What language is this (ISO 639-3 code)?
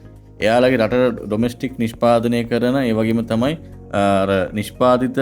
sin